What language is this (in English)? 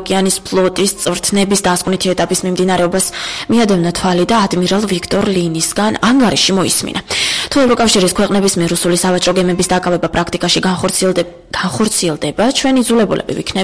Georgian